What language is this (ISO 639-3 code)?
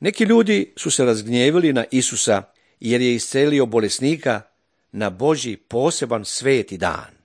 srp